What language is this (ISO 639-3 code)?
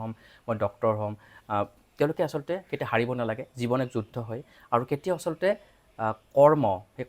asm